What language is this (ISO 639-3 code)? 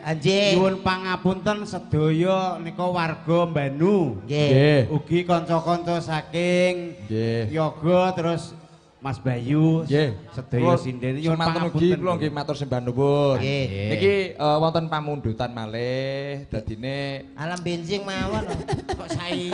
jav